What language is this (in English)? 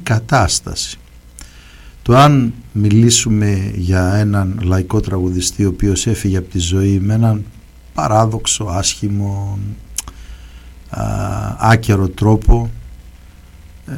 Greek